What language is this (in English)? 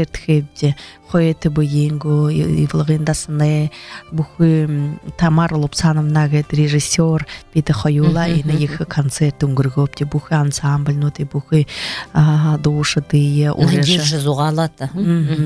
Buriat